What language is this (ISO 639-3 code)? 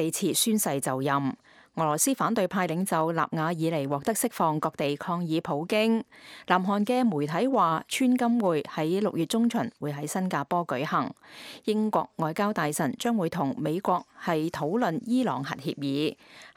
yue